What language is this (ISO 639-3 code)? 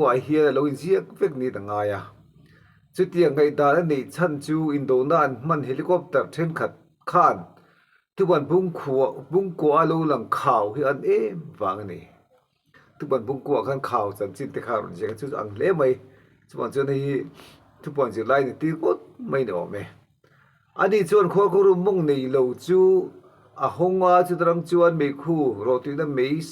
lus